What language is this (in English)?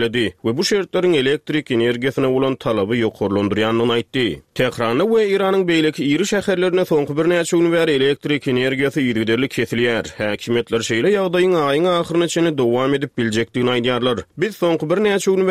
Turkmen